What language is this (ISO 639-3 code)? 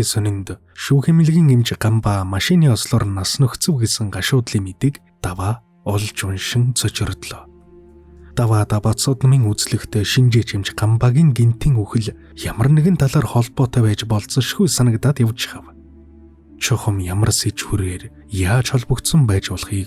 mon